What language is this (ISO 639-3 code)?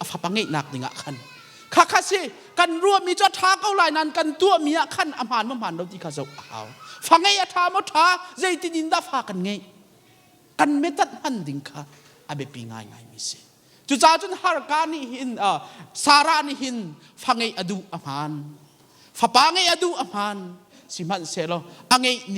cnh